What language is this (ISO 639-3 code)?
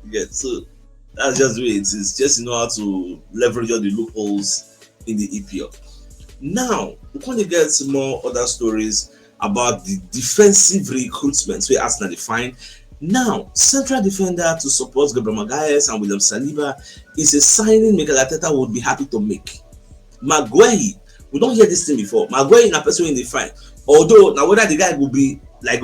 pcm